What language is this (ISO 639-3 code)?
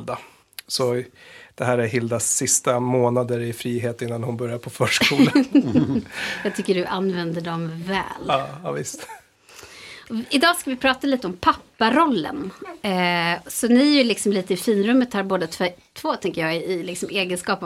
swe